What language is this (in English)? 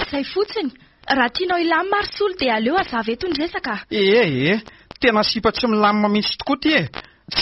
Malagasy